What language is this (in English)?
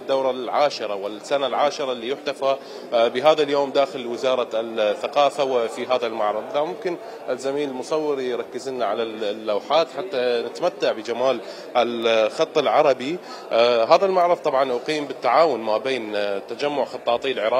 Mesopotamian Arabic